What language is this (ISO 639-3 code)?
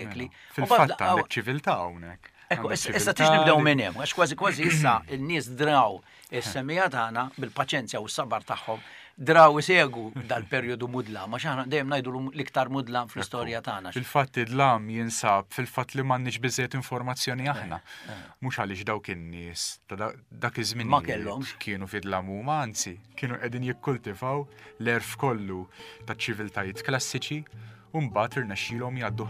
mlt